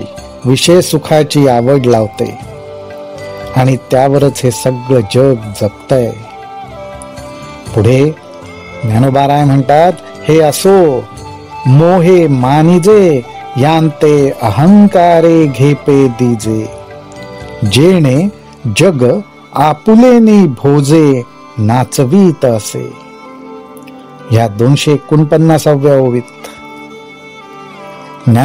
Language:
Marathi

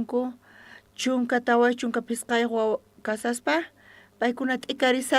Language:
South Bolivian Quechua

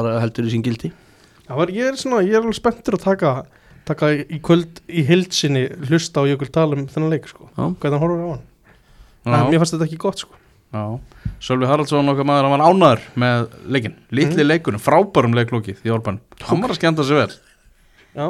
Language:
Icelandic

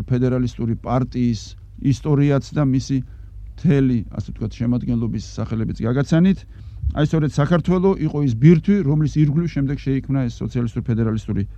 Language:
Georgian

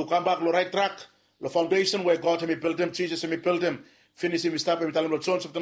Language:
Bislama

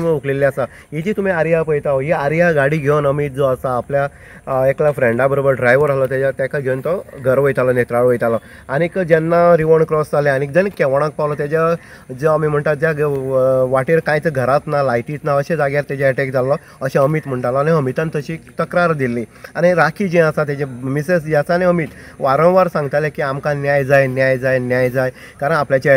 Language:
Konkani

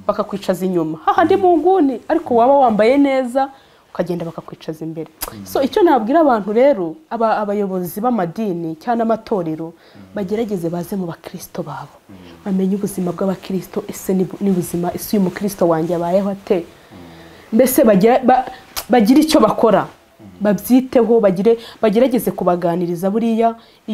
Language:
Kinyarwanda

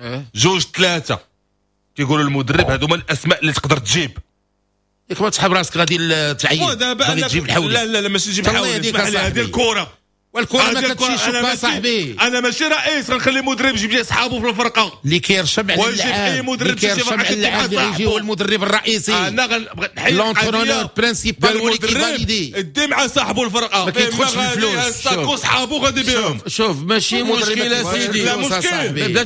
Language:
Moroccan Arabic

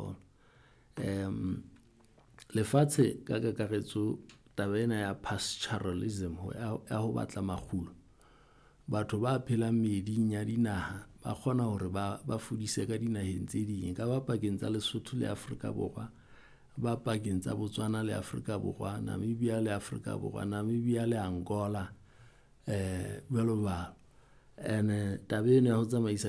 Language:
Southern Sotho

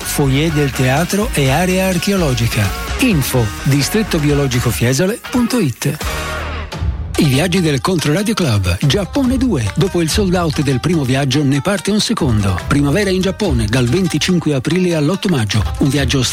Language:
Italian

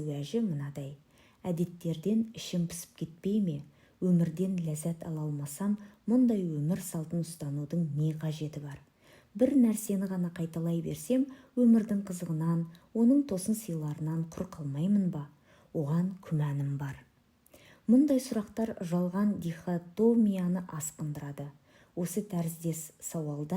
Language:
Kazakh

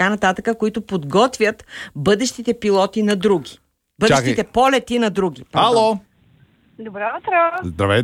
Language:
Bulgarian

